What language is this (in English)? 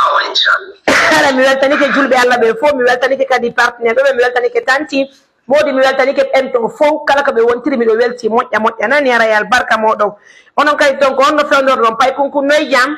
Pular